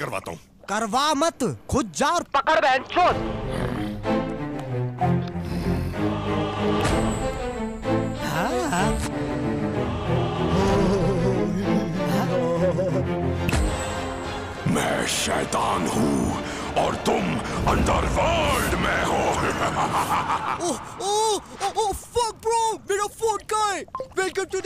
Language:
Hindi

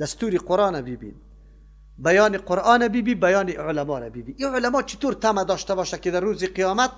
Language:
Persian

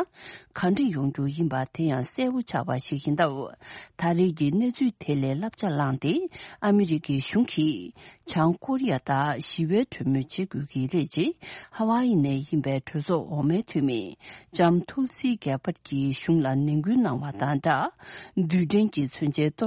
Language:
Tibetan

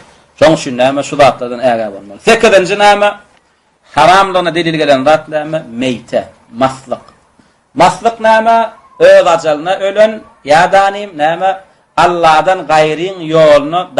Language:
Turkmen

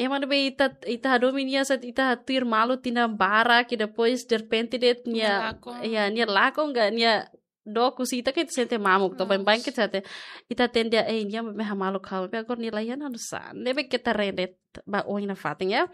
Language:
Tetum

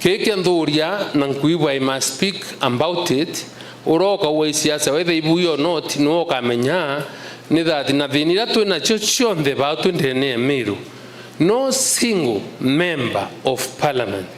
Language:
Meru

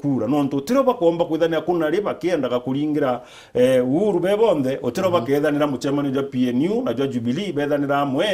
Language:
Meru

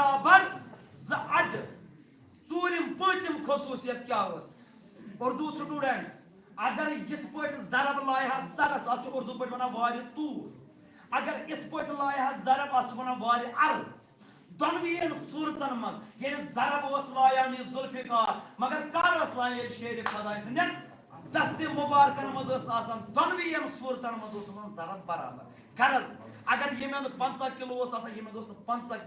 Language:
Kashmiri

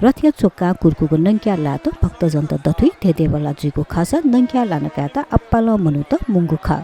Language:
Newari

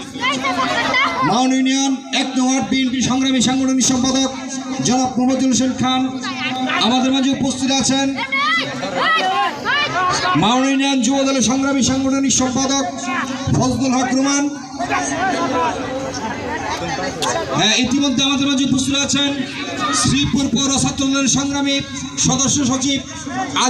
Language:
Bangla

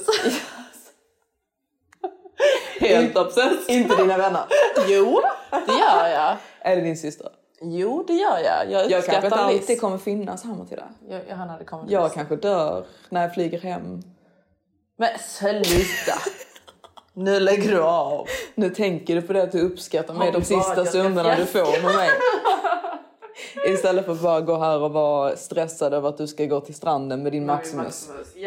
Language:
Swedish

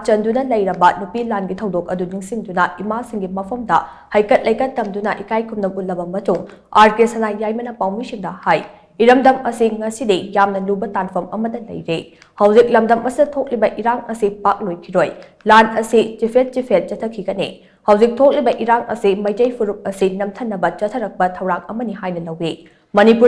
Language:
Manipuri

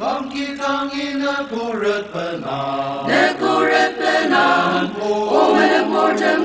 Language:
Ao Naga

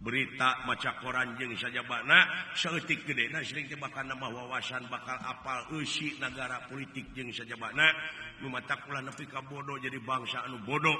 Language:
Sundanese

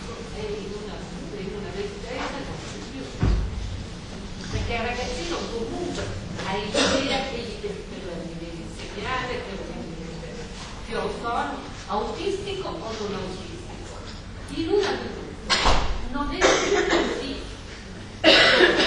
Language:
Italian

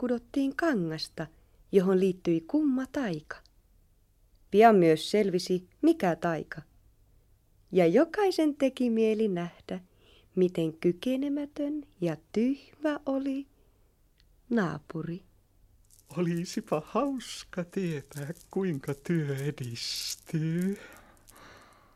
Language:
Finnish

